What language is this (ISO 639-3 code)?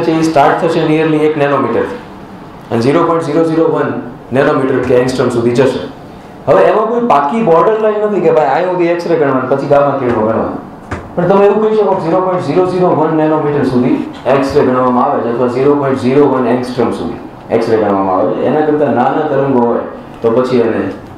guj